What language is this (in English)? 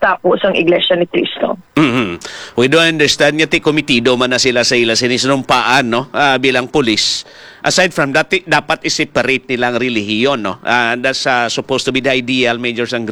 Hiligaynon